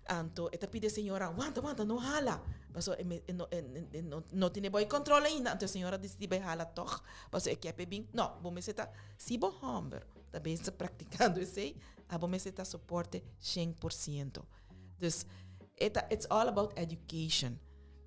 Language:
Papiamento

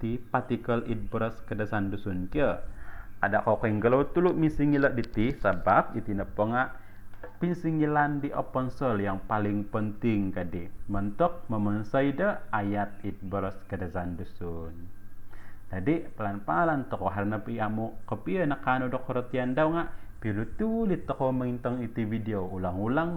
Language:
Central Dusun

